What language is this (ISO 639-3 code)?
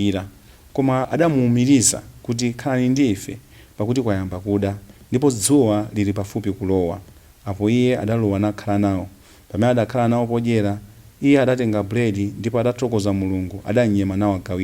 nya